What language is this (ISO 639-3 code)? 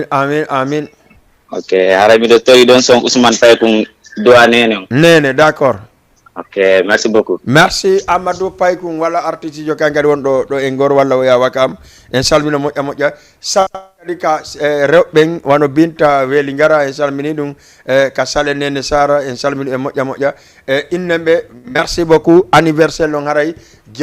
ful